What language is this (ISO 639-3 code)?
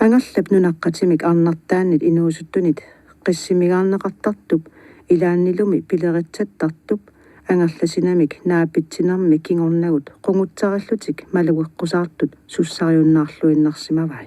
kal